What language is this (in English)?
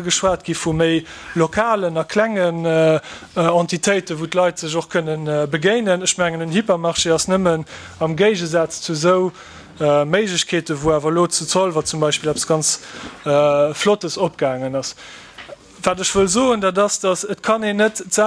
Luxembourgish